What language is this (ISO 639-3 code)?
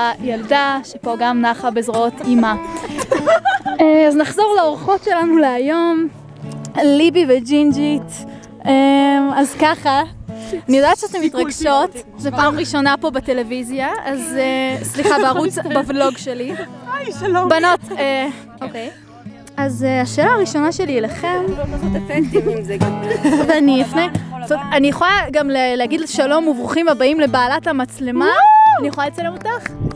heb